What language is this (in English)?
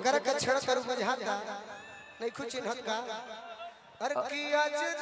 Bhojpuri